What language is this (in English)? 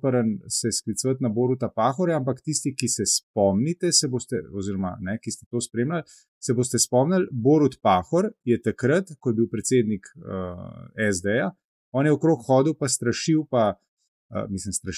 Slovenian